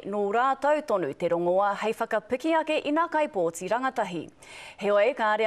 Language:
Māori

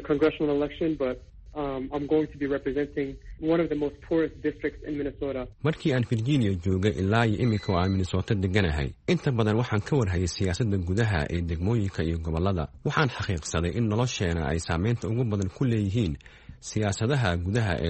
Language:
Somali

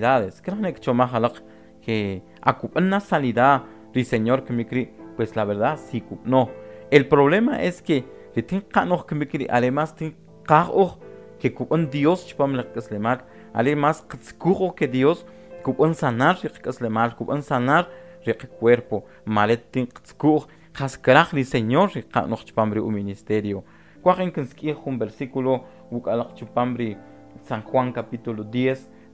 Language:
Kʼicheʼ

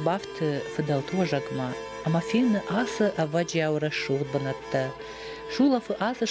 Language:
Ossetic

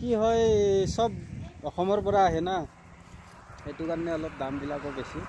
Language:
Assamese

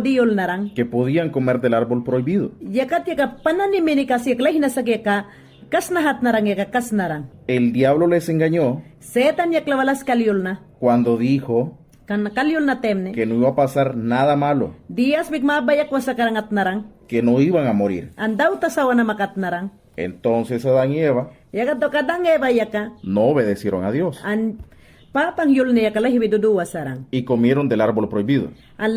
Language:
Mayangna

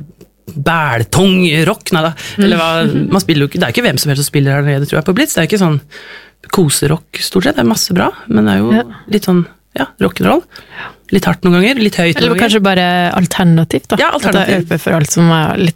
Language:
Norwegian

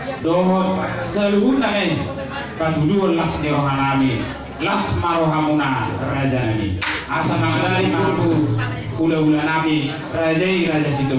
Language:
Batak Toba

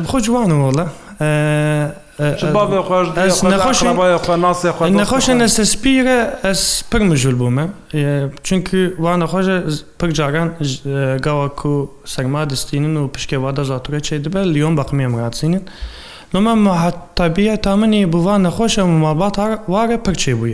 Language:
Kurdish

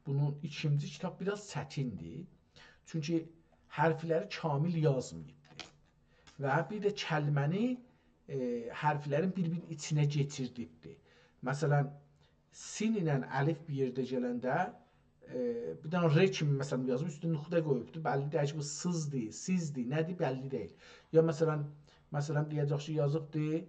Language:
South Azerbaijani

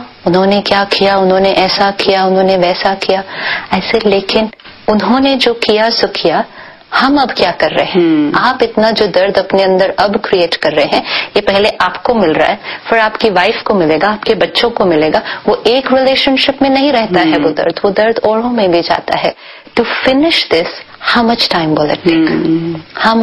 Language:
Hindi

